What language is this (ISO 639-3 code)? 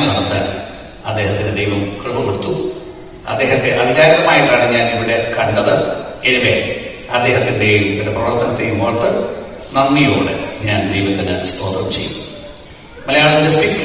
mal